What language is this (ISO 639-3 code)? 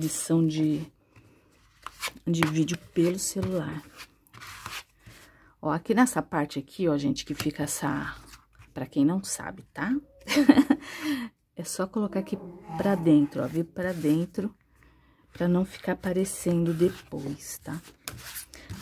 por